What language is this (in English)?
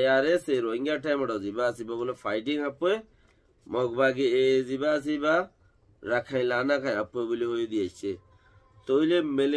Rohingya